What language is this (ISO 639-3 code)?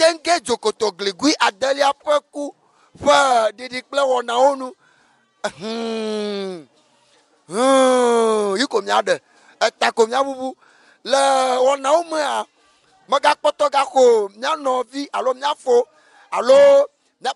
ewe